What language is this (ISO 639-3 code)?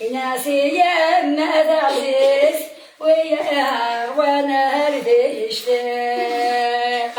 kab